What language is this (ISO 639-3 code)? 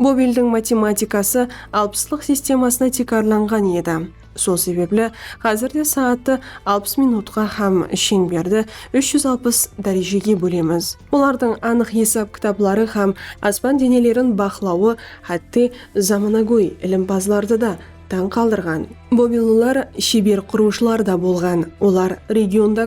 kaa